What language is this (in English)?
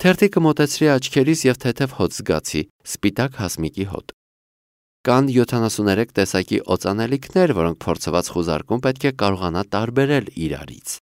Armenian